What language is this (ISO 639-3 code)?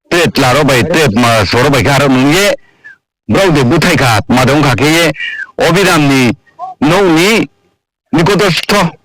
ria